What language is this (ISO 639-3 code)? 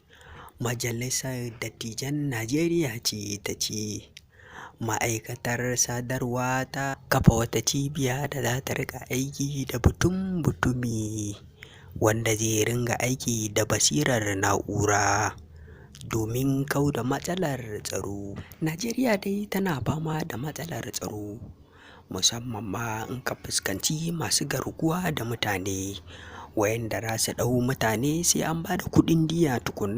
hau